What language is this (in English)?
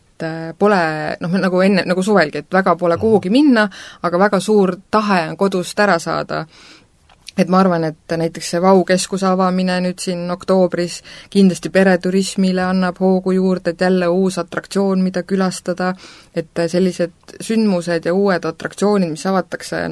Estonian